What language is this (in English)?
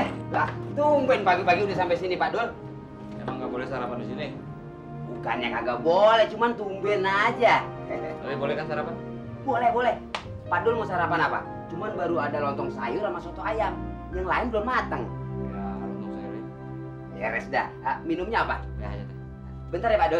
Betawi